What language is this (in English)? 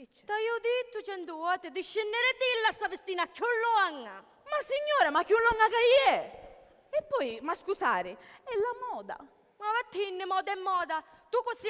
Sicilian